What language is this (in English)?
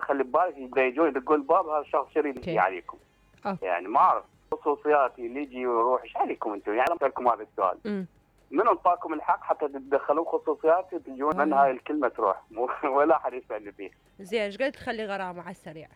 Mesopotamian Arabic